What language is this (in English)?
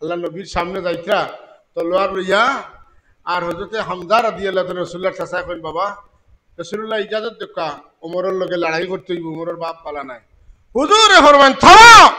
Sylheti